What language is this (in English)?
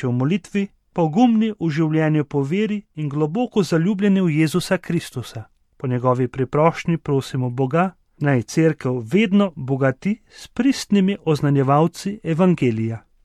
Slovenian